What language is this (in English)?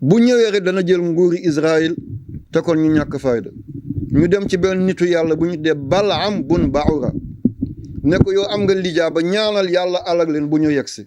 Wolof